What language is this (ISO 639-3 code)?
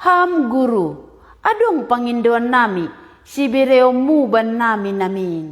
bts